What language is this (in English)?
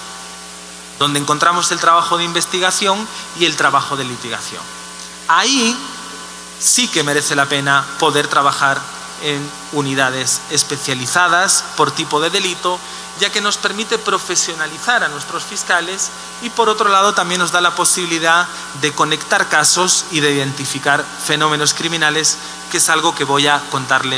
Spanish